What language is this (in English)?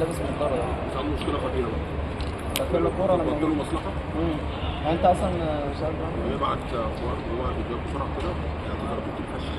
Egyptian Arabic